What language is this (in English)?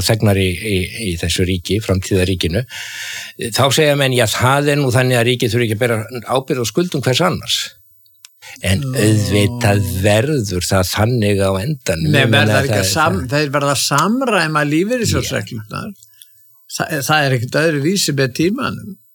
Icelandic